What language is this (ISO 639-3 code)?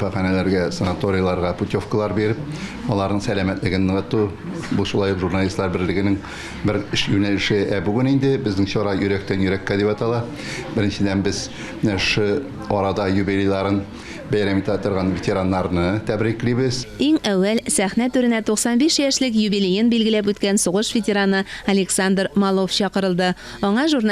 tat